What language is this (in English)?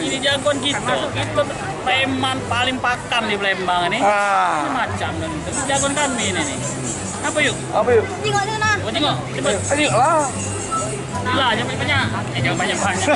Musi